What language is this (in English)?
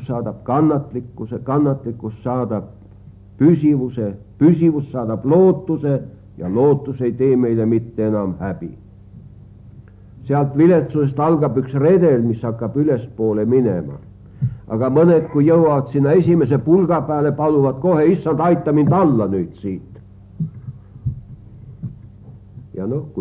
Estonian